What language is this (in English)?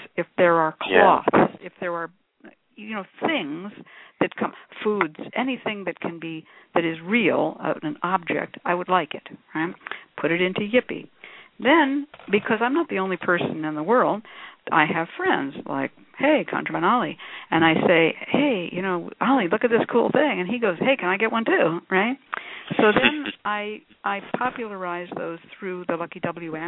English